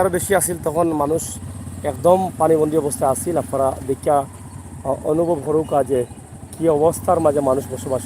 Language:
Sylheti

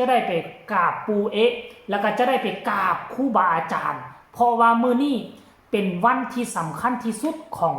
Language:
Northeastern Thai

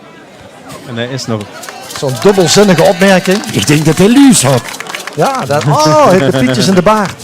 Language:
Limburgish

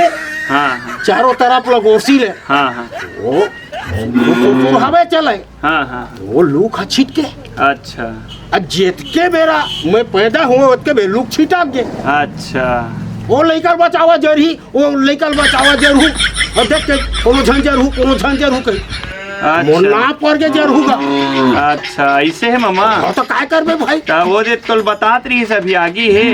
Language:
Chhattisgarhi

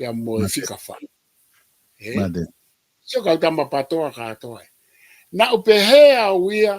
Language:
Tongan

